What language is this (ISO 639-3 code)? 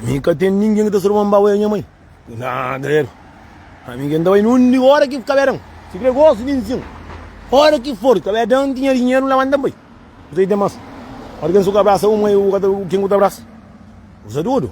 kea